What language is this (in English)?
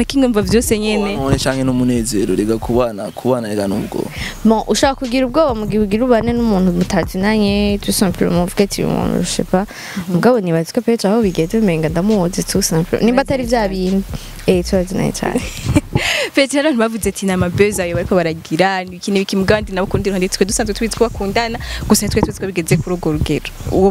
Rundi